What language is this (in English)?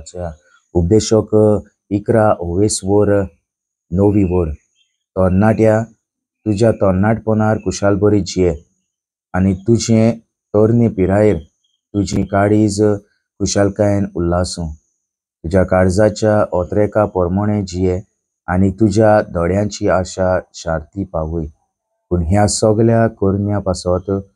Konkani